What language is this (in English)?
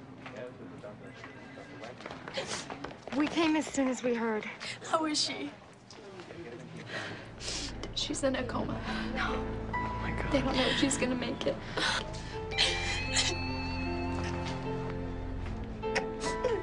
English